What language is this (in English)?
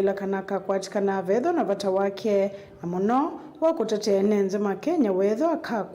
Kamba